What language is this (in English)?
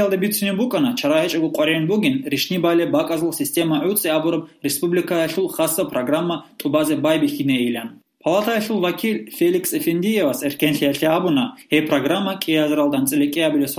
Avaric